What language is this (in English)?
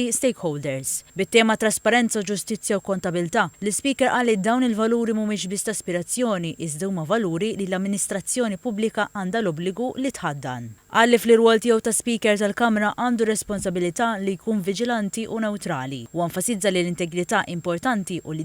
Maltese